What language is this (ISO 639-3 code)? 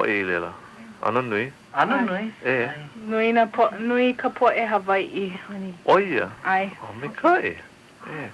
haw